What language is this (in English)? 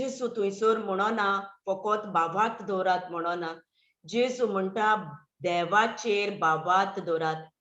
Konkani